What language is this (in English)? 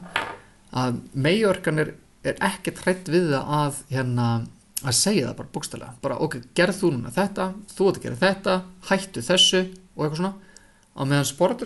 Icelandic